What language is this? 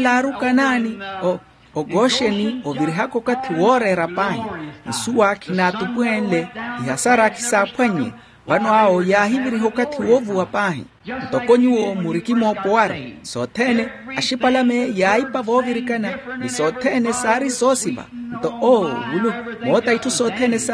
Makhuwa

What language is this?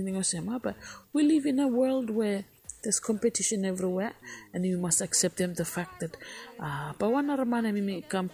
Bislama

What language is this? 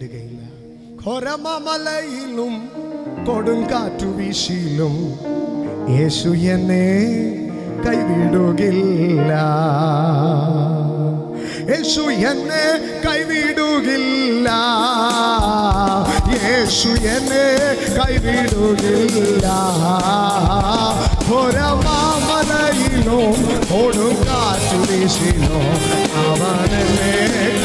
Malayalam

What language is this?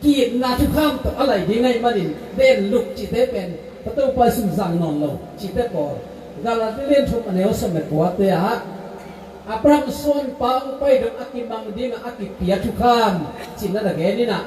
Tedim Chin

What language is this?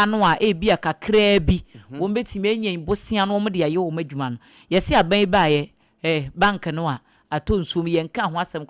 Akan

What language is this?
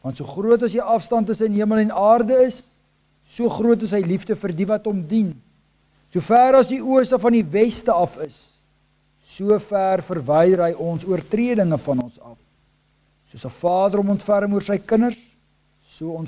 Afrikaans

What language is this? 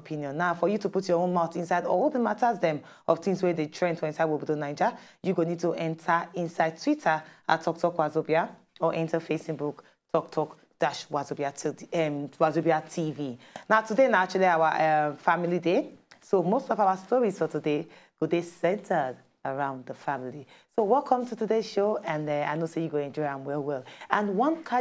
Nigerian Pidgin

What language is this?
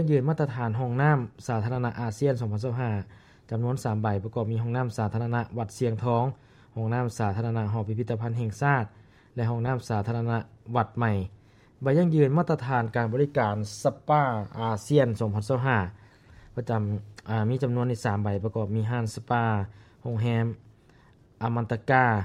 Lao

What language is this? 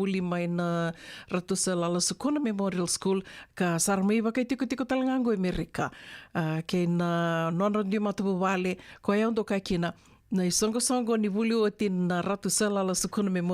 Fijian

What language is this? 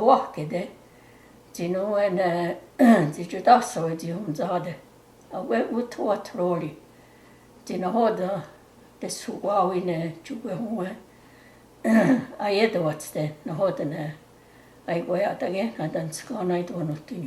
Mohawk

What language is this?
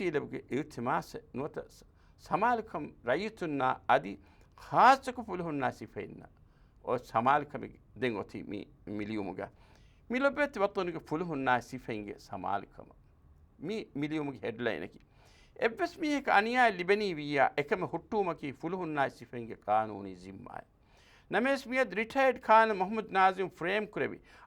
Divehi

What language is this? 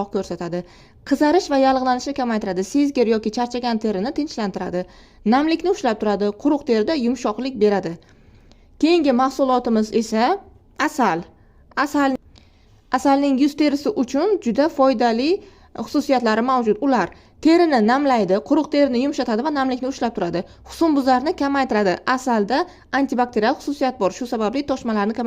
Uzbek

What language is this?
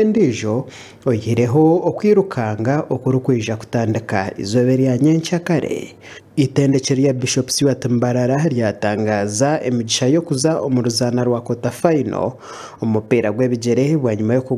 Nyankole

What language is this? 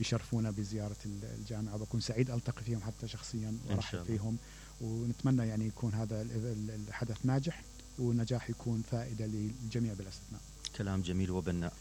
Mesopotamian Arabic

